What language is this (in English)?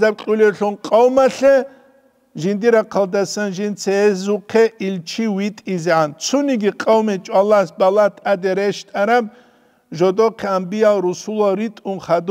Avaric